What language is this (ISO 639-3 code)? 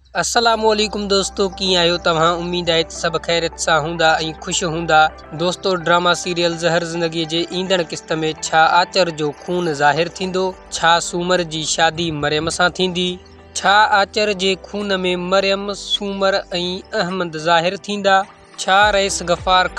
snd